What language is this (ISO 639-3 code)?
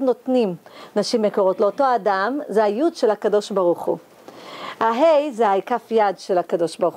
heb